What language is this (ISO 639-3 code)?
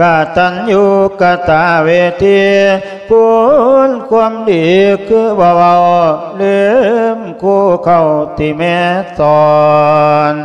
lao